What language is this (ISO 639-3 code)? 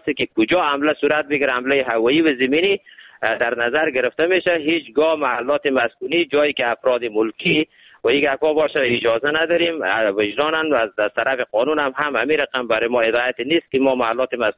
fas